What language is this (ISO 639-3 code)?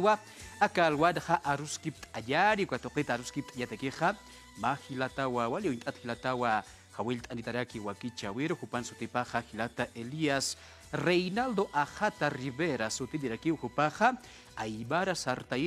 aym